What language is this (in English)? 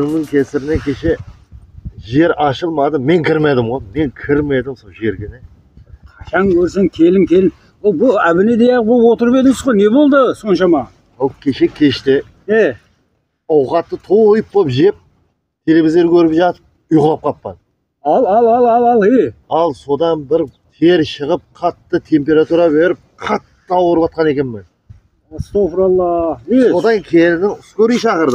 Kara-Kalpak